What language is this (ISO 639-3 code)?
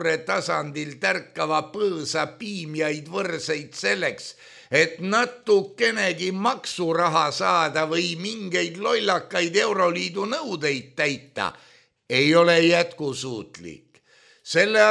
est